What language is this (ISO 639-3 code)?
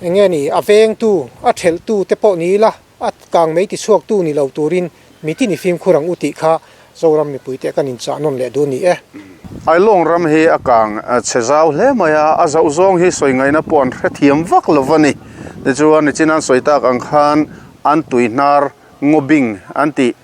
lus